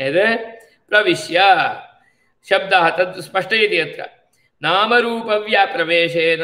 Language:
Sanskrit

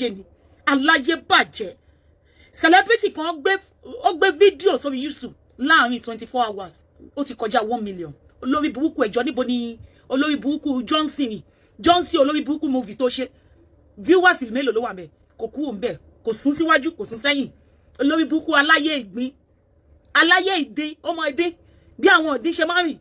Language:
Yoruba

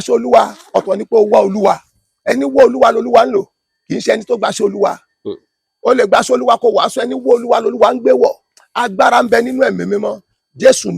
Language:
Yoruba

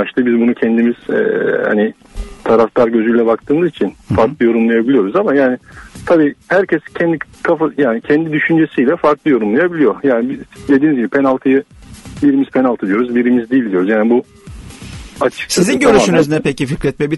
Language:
Turkish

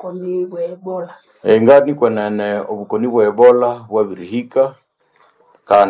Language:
Nande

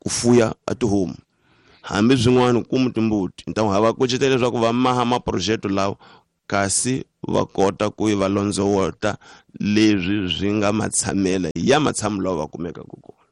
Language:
Tsonga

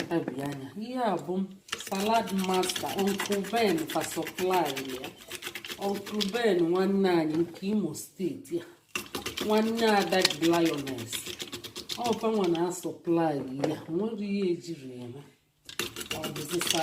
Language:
Igbo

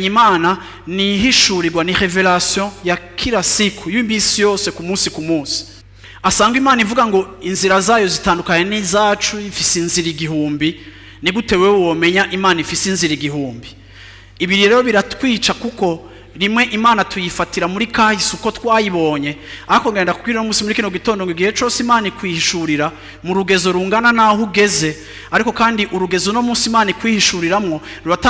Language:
Rundi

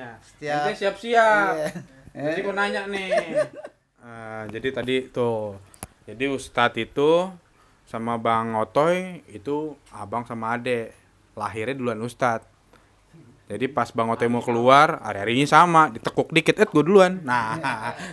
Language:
Betawi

